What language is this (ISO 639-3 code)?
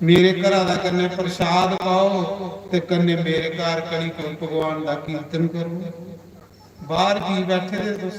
doi